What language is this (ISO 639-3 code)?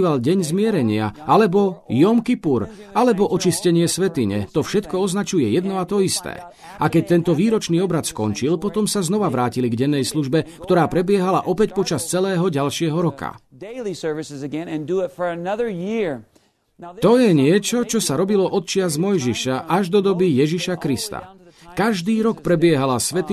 slk